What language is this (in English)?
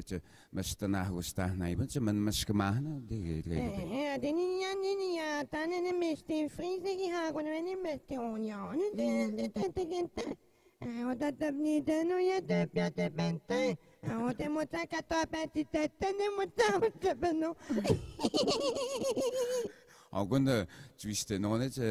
Breton